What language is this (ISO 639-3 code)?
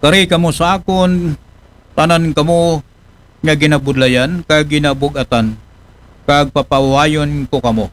akl